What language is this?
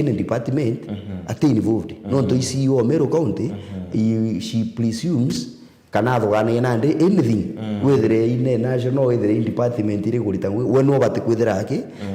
Meru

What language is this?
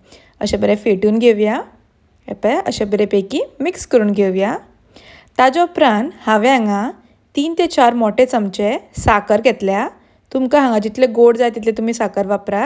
Konkani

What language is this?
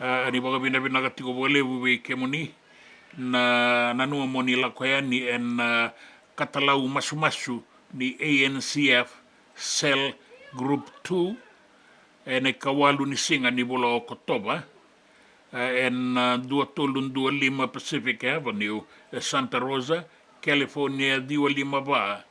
Fijian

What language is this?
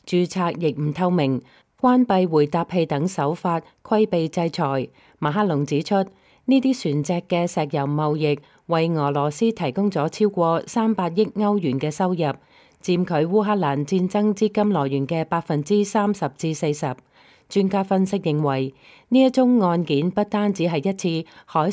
Cantonese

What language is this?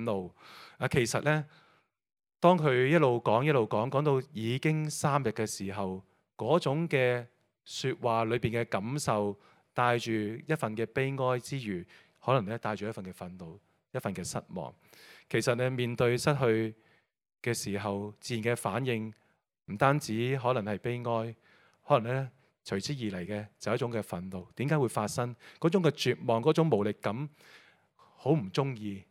Cantonese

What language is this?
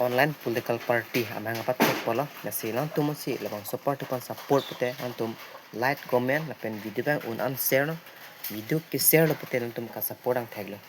Karbi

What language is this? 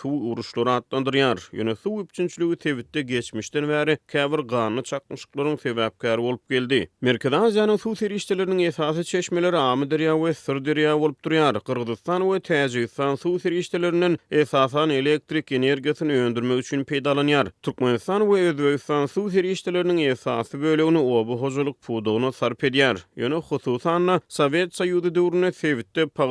Turkmen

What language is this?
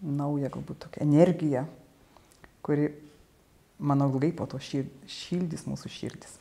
Lithuanian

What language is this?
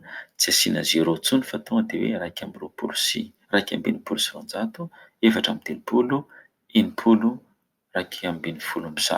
Malagasy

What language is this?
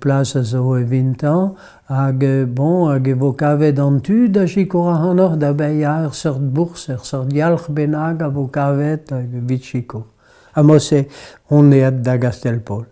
Breton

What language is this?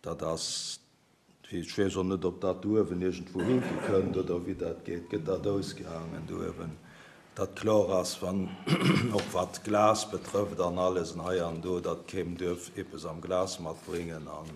Luxembourgish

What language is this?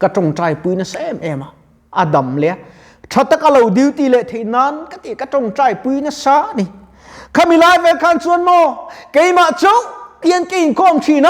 Mizo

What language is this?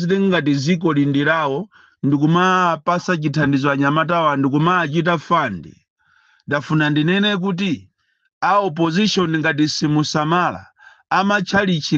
Nyanja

